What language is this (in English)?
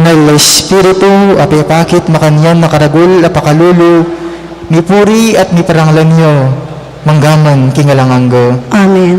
Pampanga